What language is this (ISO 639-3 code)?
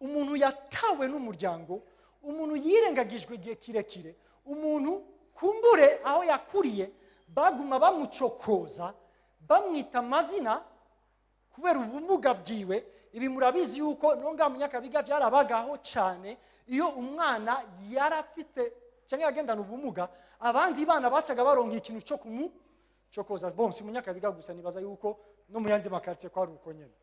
run